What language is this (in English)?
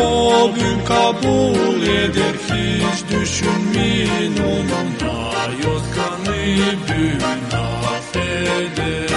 Gagauz